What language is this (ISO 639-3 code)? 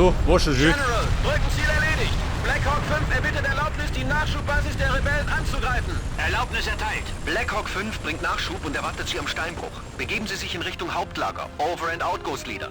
bar